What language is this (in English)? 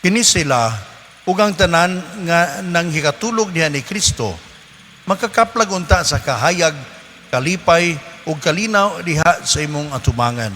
Cebuano